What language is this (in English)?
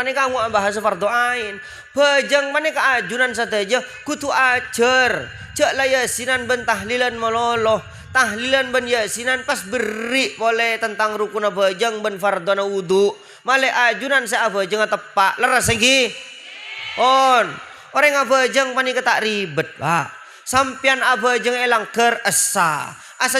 Madurese